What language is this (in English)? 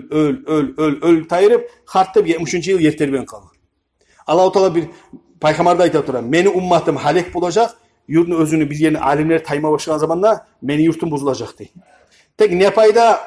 Kumyk